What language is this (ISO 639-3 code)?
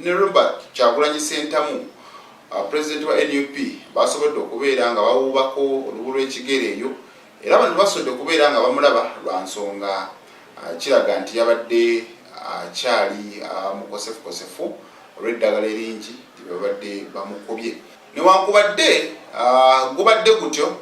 lug